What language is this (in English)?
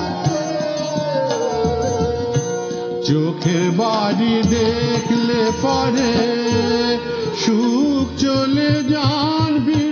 Bangla